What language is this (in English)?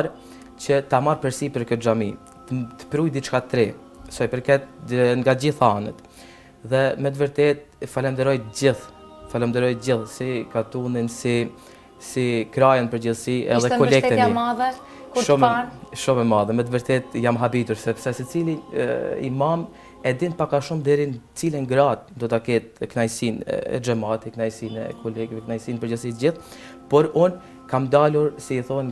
Albanian